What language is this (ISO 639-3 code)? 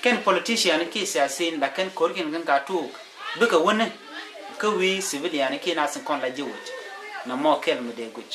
nus